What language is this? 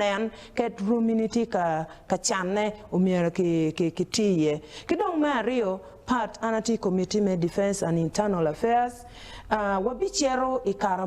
Acoli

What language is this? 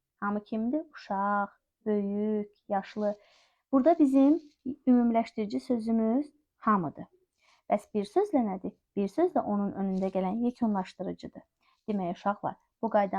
Azerbaijani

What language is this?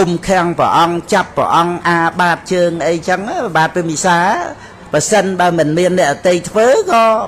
Khmer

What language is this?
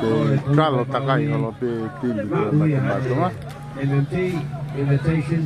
Tongan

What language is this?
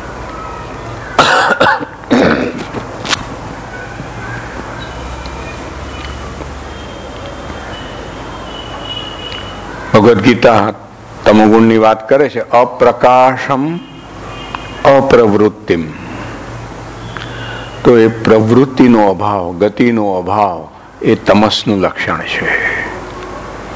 Gujarati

